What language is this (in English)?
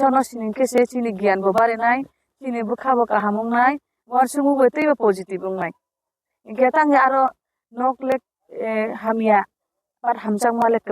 Kok Borok